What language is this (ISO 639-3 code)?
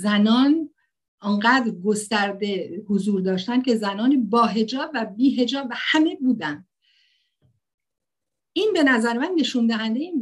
fas